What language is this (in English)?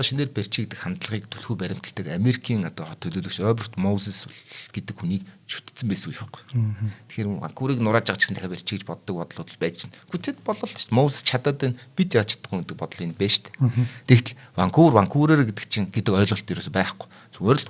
Mongolian